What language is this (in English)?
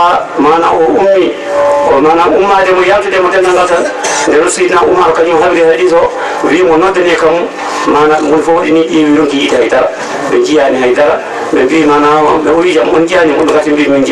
Fula